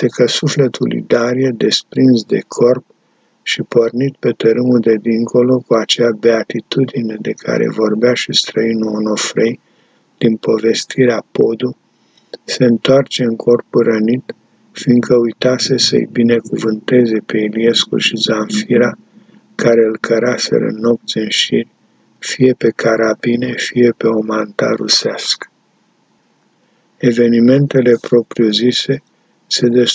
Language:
Romanian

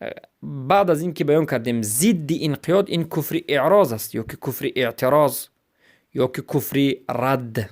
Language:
Persian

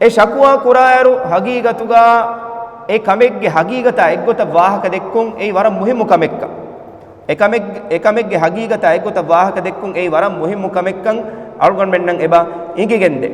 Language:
Divehi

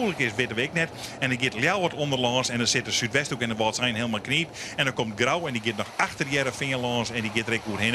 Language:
Western Frisian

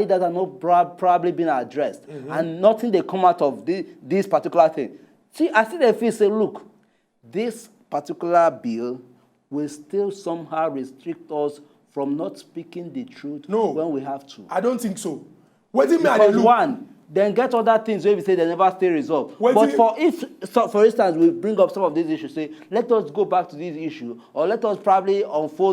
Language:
Nigerian Pidgin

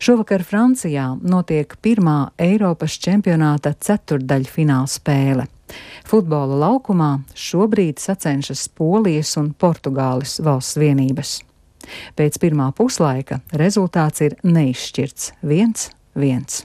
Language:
Latvian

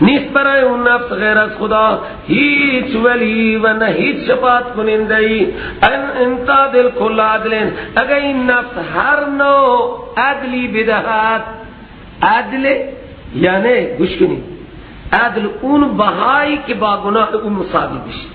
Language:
Persian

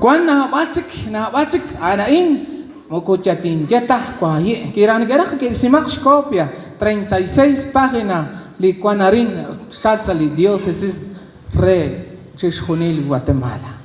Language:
Kekchí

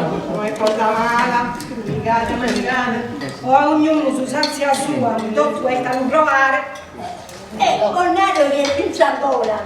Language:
Sardinian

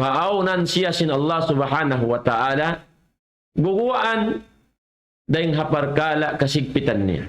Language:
Tausug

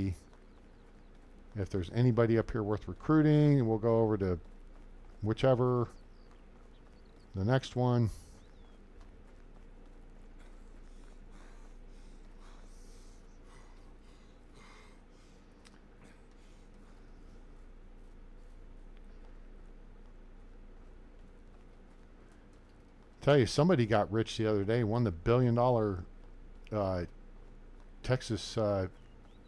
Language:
English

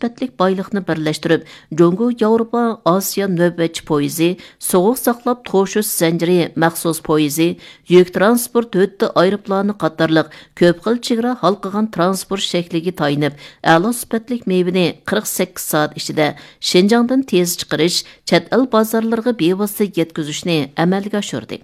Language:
Uyghur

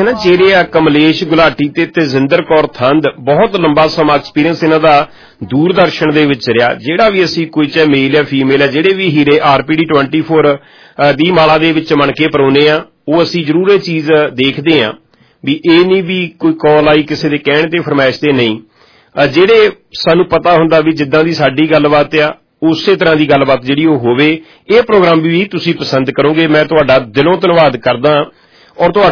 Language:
Punjabi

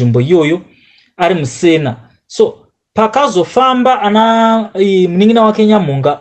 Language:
Shona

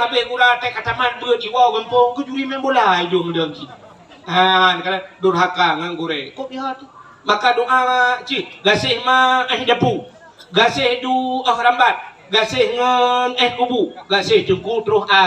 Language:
Achinese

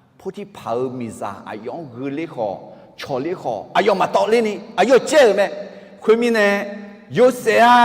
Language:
Akha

